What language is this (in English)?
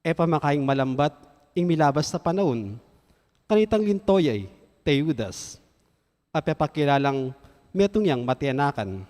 Pampanga